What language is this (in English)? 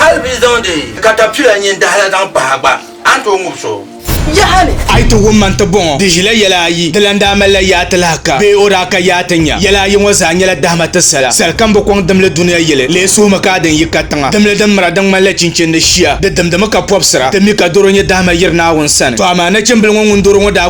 Dagbani